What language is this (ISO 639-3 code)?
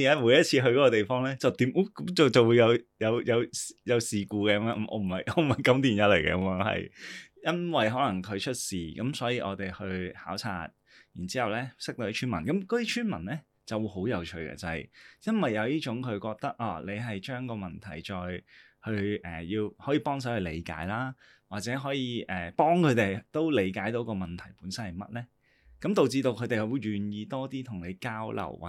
yue